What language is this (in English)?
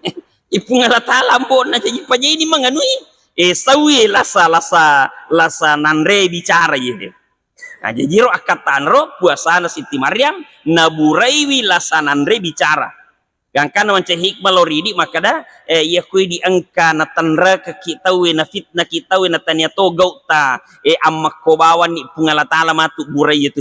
Buginese